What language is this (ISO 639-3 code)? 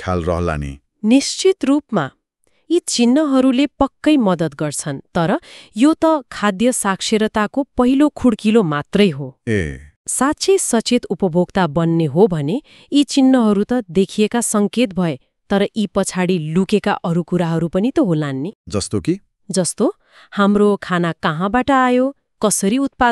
nep